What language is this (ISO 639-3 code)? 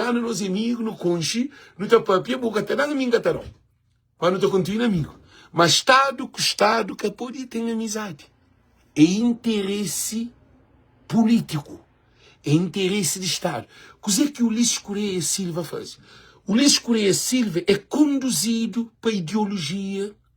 kea